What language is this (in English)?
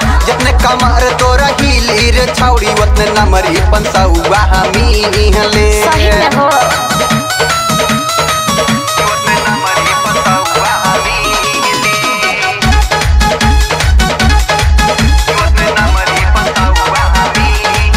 Bhojpuri